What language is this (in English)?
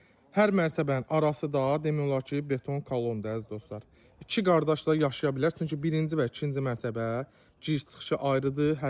Azerbaijani